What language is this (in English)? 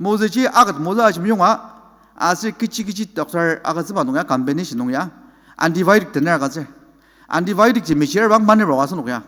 Ao Naga